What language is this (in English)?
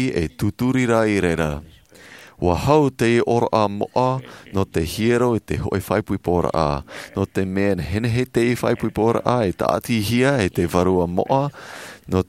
Tahitian